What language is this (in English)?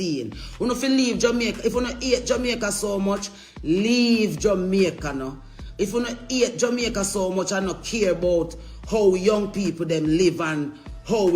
Jamaican Creole English